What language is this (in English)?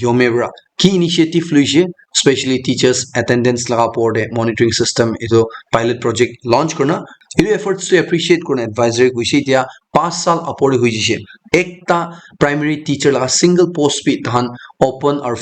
Naga Pidgin